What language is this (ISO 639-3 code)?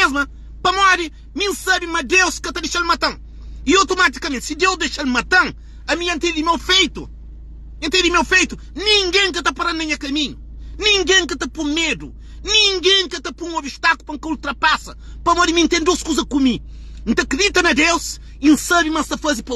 kea